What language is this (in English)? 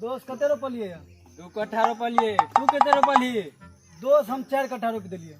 Maithili